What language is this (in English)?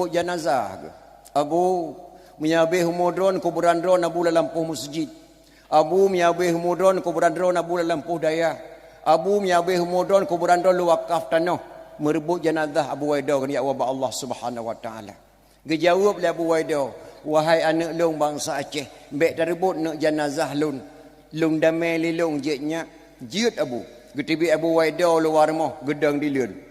Achinese